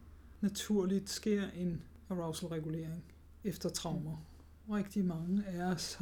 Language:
Danish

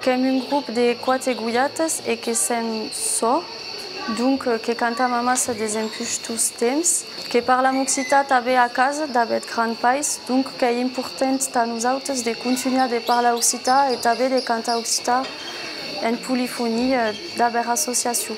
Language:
Occitan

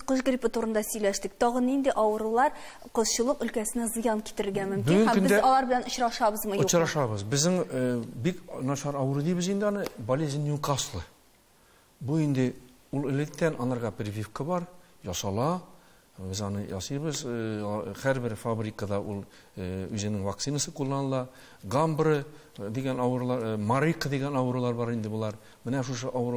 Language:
Tatar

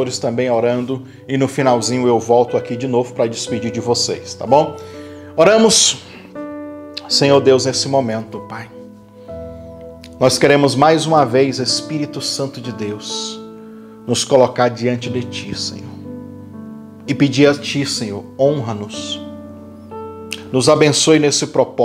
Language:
Portuguese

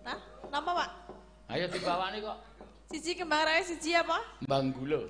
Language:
Javanese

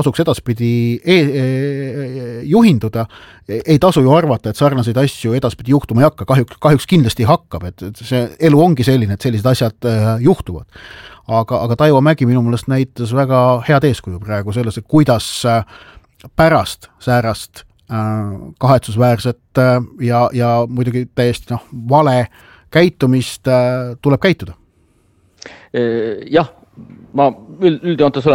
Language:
Estonian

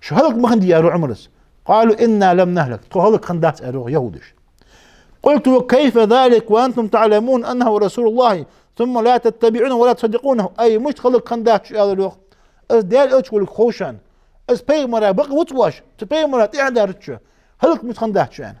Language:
Ingush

